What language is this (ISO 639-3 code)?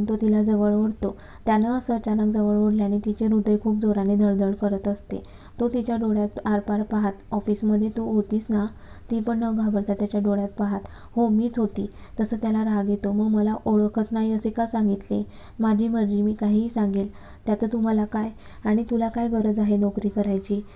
mar